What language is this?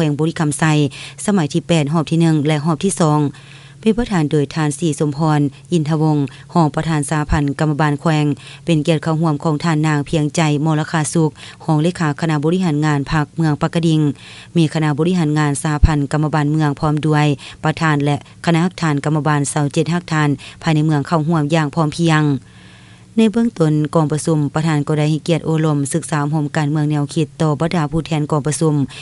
Lao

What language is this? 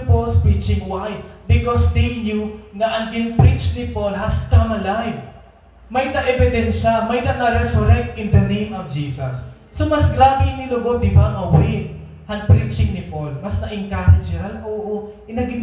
Waray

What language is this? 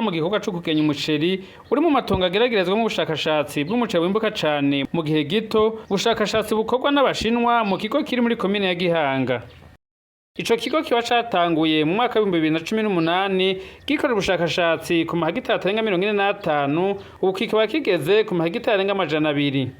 Rundi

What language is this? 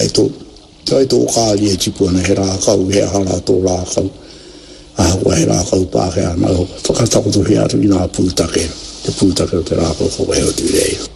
Māori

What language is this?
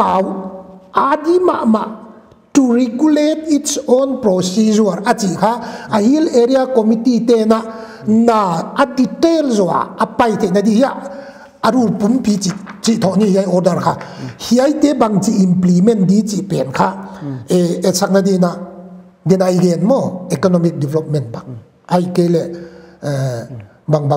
Paite Chin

